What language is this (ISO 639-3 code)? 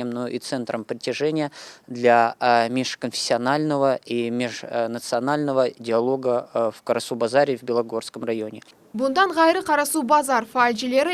crh